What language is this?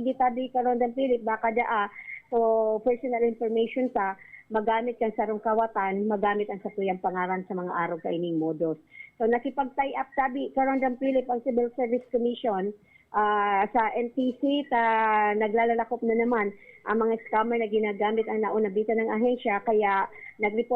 Bikol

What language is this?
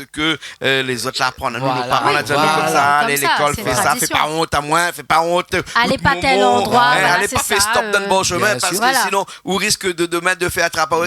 Réunion Creole French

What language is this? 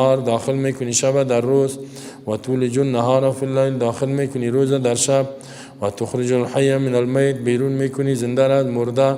Persian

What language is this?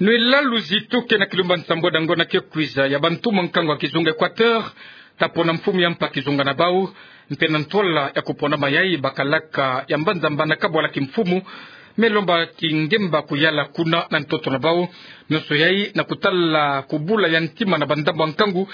Kituba (Democratic Republic of Congo)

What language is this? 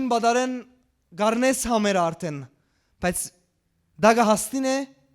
Western Armenian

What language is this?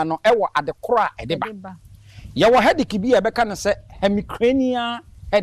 Akan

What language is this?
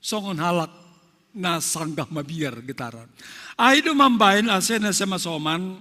Batak Simalungun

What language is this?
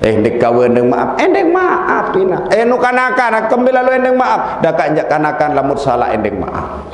Sasak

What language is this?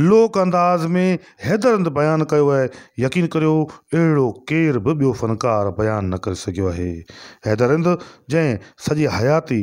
Sindhi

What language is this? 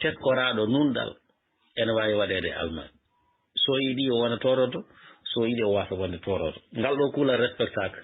Fula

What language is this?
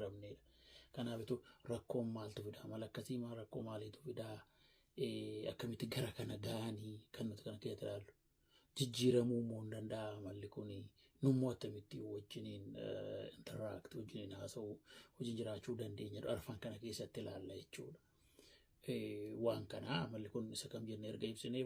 Oromo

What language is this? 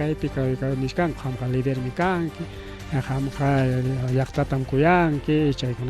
Ayacucho Quechua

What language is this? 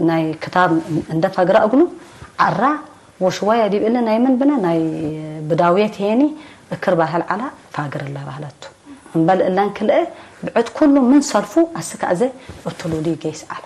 Tigre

